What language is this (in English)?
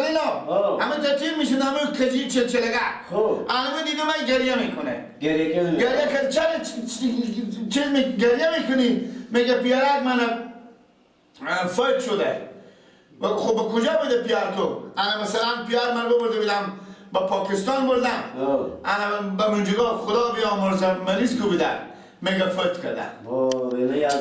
Persian